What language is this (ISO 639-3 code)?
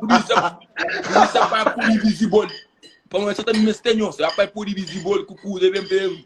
kea